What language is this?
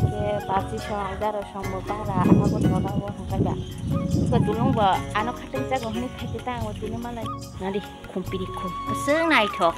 Kok Borok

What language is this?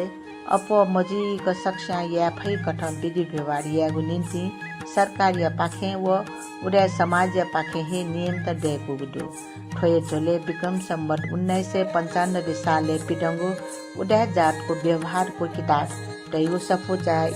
Newari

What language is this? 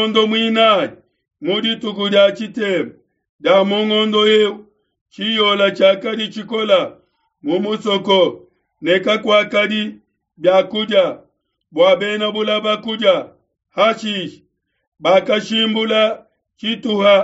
Luba-Lulua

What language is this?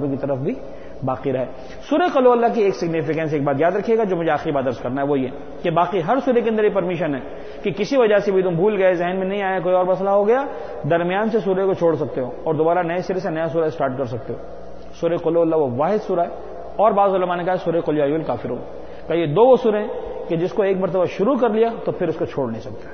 Urdu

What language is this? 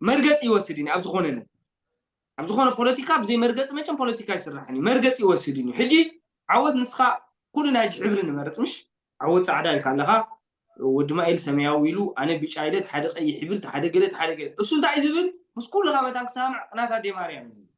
Tigrinya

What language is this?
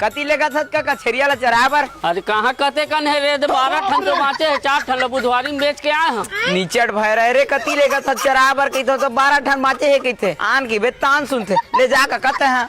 Chhattisgarhi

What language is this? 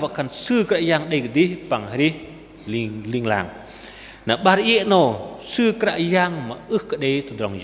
Bahnar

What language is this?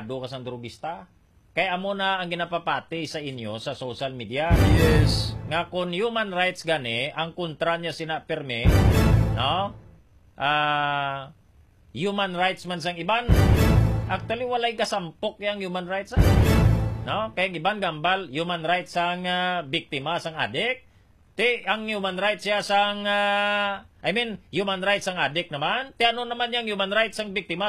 Hiligaynon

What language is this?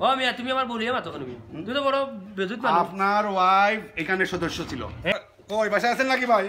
Sylheti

